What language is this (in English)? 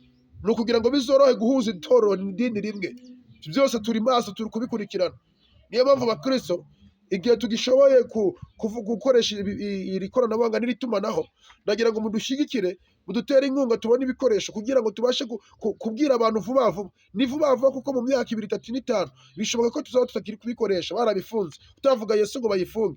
Kinyarwanda